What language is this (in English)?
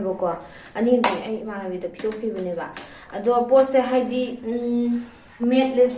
Manipuri